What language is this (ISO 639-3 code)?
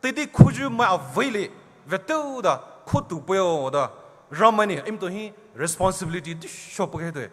pmx